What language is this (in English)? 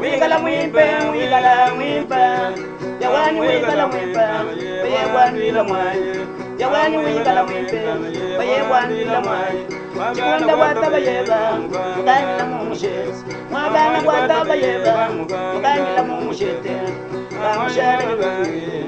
Luba-Lulua